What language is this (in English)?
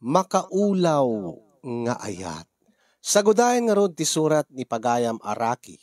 Iloko